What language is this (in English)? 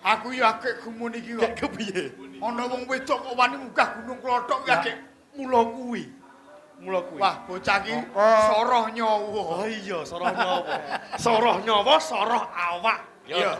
Javanese